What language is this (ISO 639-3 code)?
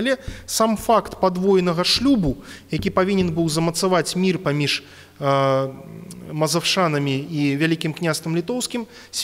bel